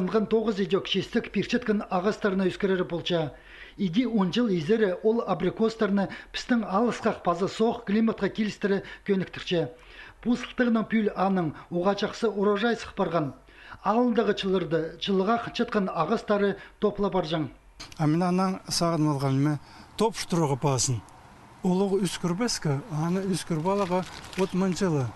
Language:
Khakas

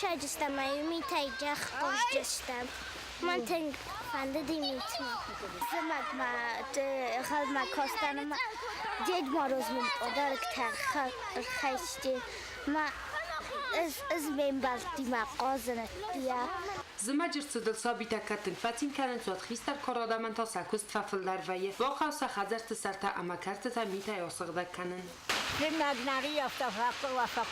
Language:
Ossetic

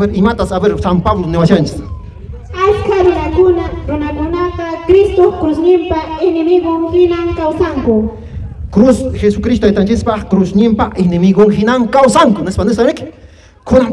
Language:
Quechua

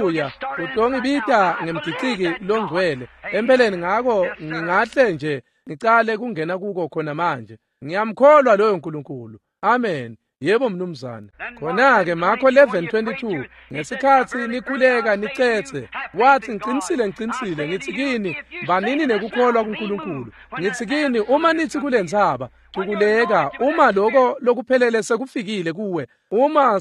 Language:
Swati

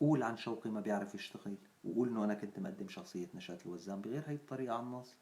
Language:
North Levantine Arabic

